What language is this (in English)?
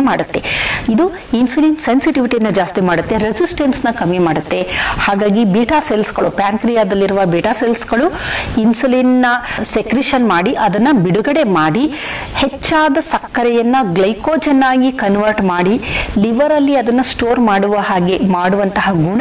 Kannada